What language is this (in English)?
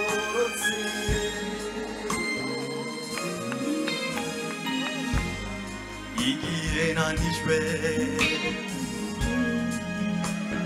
Kinyarwanda